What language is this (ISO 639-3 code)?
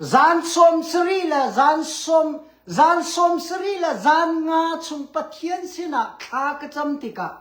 cnh